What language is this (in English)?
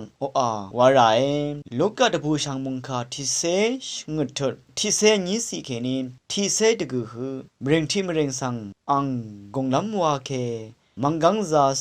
Rawang